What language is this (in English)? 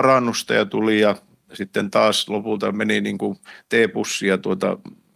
Finnish